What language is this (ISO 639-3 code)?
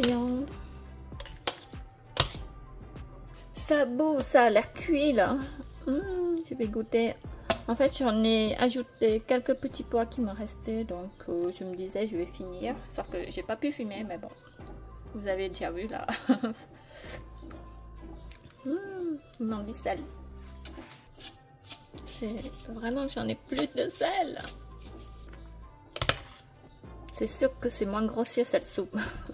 fra